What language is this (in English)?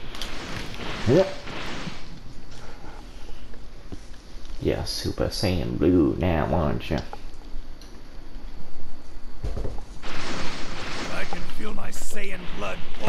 English